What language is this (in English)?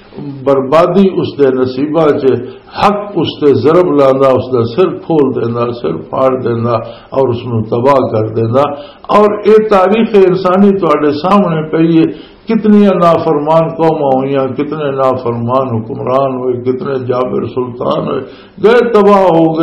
Western Panjabi